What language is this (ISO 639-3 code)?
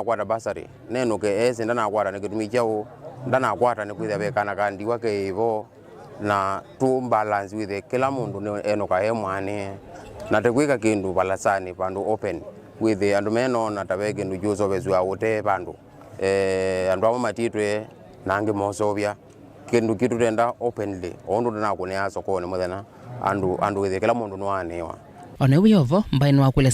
kam